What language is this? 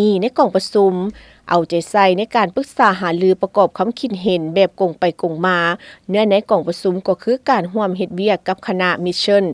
Lao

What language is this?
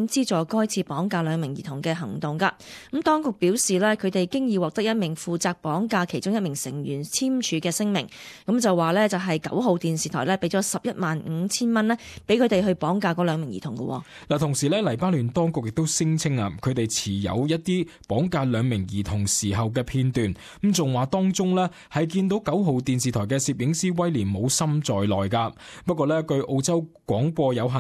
Cantonese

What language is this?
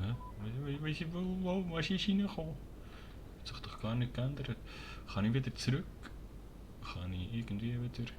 Swiss German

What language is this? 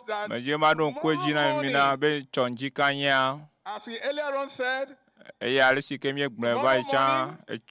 Ewe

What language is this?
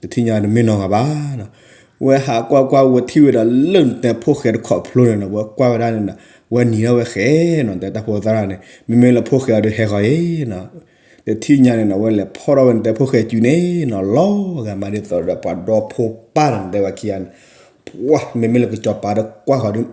S'gaw Karen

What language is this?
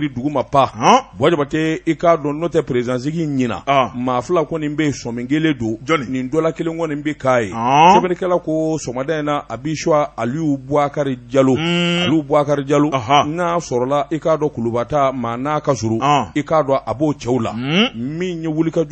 Bambara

